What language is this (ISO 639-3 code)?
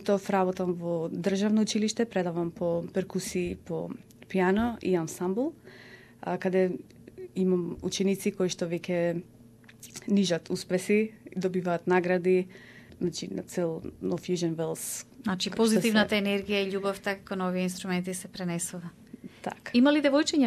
mkd